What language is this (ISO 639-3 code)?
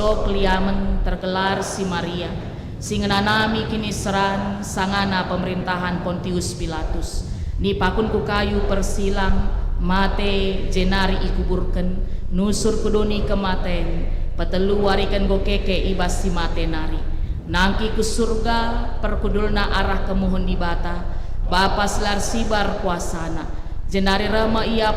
btx